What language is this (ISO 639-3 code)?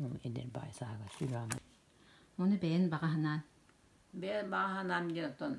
sah